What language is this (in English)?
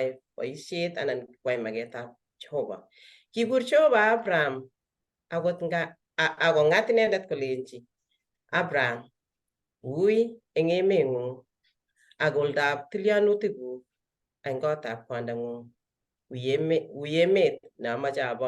Kalenjin